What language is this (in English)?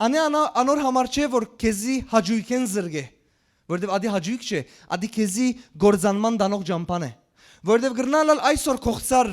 Western Armenian